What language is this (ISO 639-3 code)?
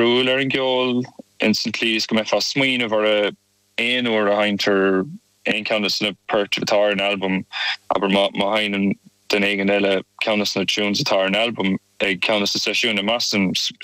gle